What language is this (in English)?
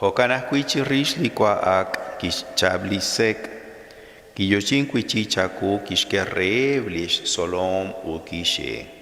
Kekchí